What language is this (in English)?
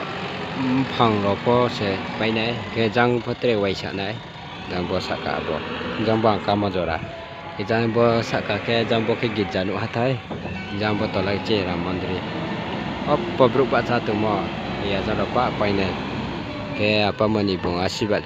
Riang (India)